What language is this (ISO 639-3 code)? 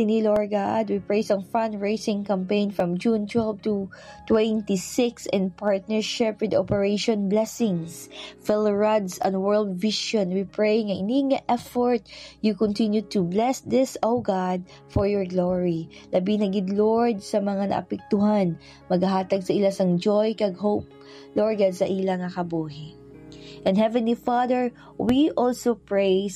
hil